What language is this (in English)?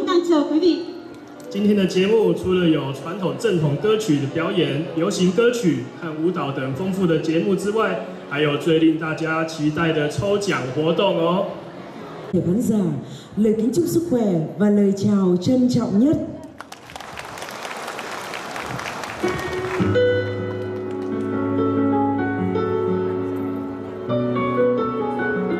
Vietnamese